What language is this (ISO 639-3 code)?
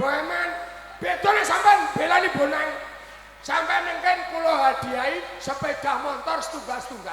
jav